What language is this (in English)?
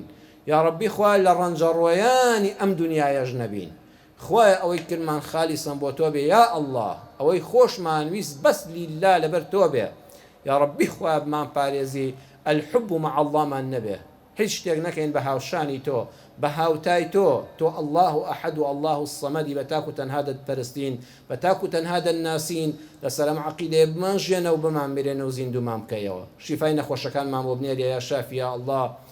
Central Kurdish